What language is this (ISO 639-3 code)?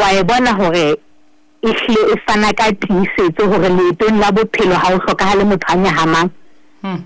sot